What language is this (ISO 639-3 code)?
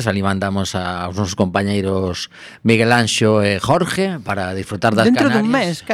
glg